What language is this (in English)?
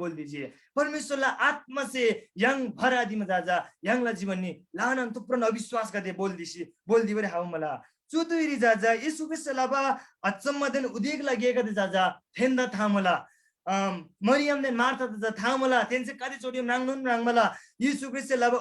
Eastern Tamang